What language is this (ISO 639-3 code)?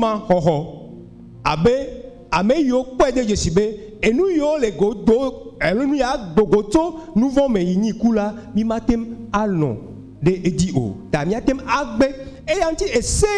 ewe